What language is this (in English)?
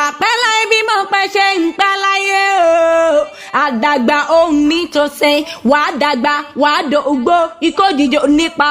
Yoruba